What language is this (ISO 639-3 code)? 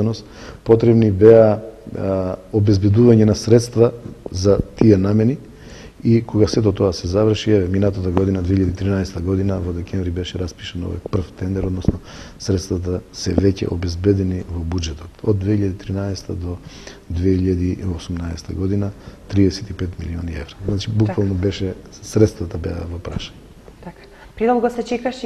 mkd